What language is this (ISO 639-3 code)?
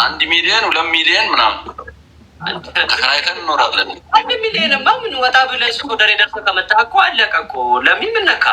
amh